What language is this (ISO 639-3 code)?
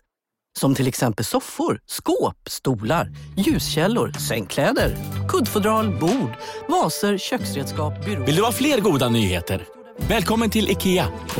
swe